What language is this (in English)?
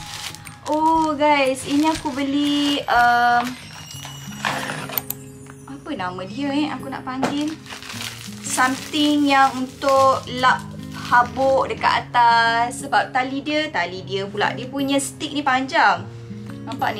Malay